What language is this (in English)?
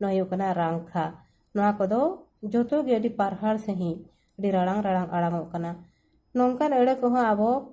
Santali